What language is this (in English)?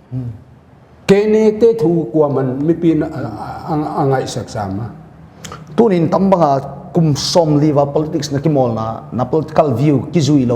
Paite Chin